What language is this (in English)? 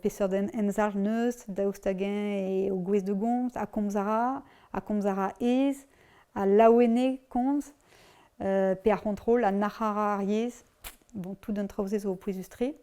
Breton